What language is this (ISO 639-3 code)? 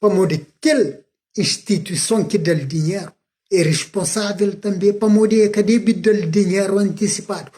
kea